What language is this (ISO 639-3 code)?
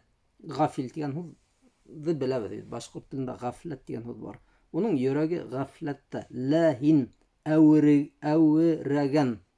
bak